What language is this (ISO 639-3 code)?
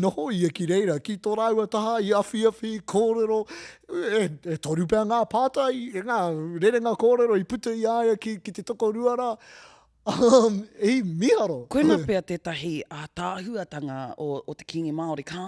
mri